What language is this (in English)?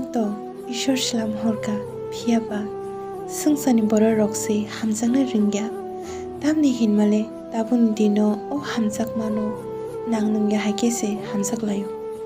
Kok Borok